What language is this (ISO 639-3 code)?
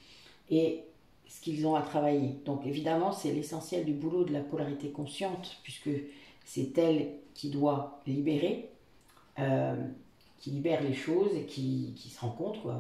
fra